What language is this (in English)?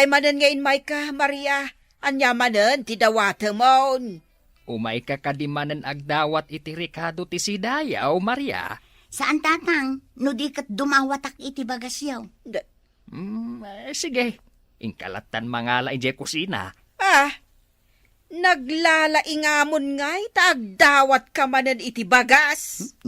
Iloko